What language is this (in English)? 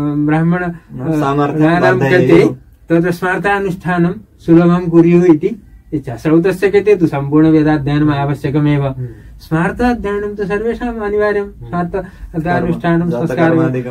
Sanskrit